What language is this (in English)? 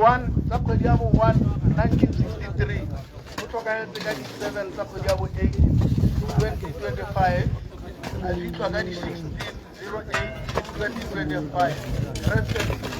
Tswana